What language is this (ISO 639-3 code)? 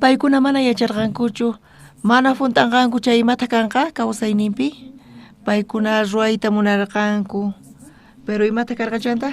quh